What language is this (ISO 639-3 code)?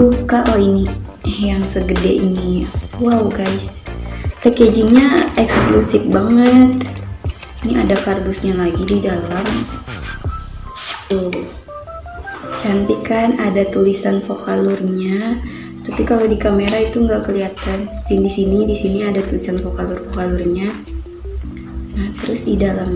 ind